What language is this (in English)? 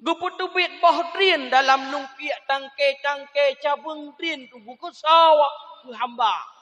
Achinese